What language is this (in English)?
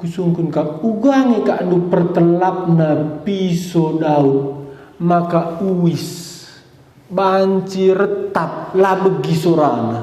Batak Karo